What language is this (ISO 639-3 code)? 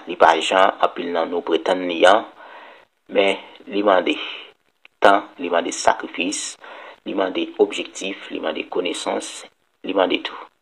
hat